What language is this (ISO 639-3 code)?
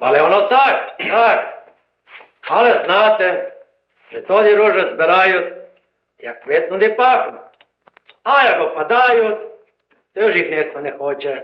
rue